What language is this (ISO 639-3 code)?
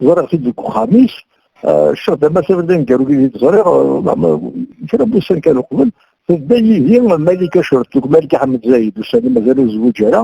kab